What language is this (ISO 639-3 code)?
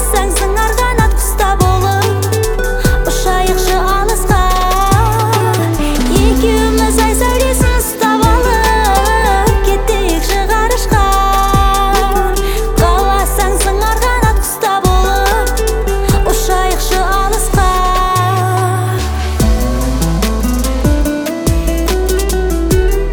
kaz